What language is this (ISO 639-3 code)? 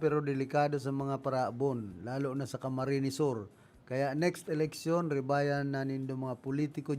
bik